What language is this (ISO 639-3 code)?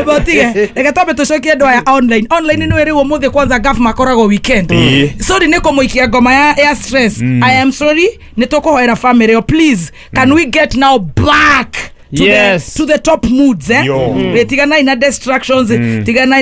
kik